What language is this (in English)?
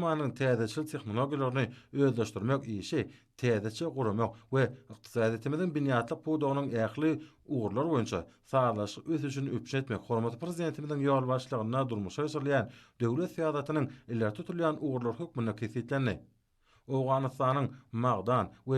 Turkmen